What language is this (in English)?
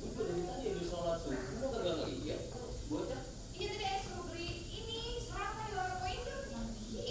Betawi